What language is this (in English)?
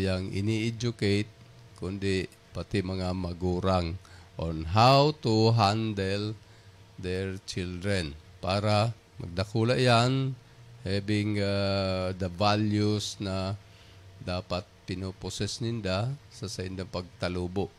Bikol